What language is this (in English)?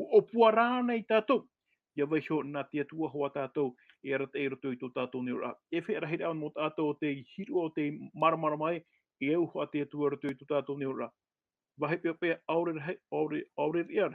Tahitian